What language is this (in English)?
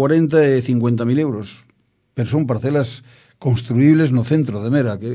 Galician